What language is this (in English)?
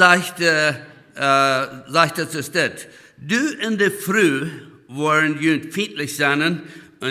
Plautdietsch